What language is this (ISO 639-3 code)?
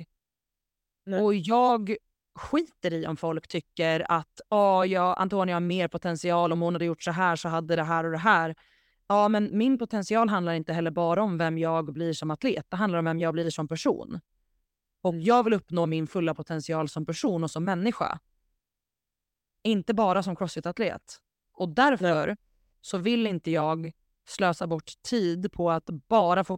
swe